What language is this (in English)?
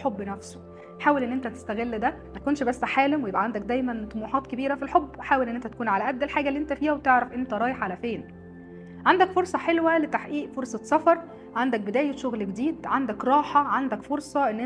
Egyptian Arabic